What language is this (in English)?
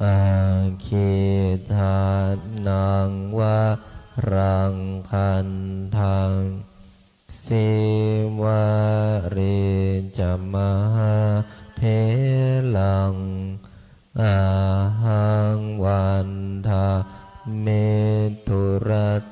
Pali